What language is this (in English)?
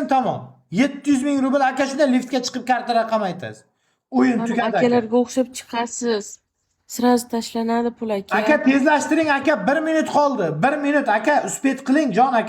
Uzbek